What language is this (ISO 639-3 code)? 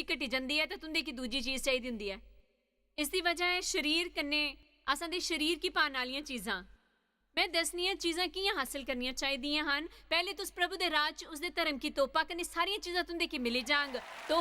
doi